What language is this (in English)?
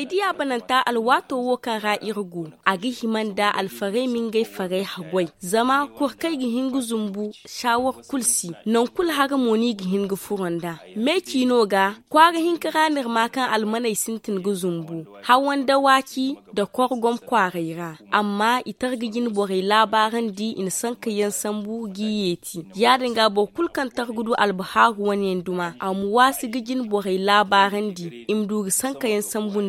Zarma